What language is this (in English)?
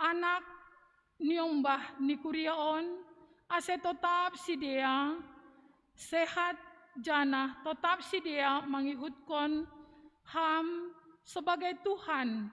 Batak Simalungun